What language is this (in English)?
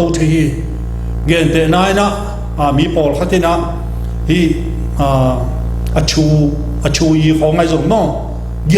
Tedim Chin